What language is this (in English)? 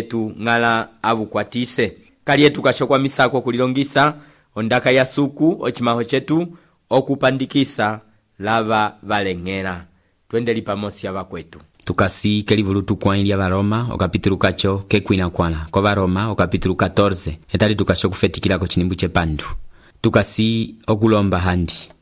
Umbundu